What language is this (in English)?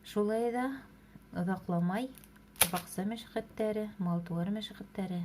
Bashkir